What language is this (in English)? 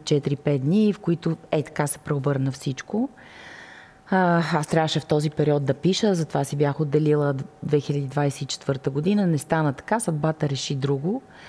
Bulgarian